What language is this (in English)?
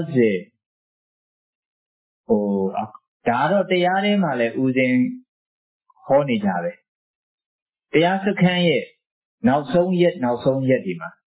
Burmese